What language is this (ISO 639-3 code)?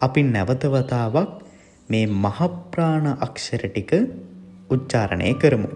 sin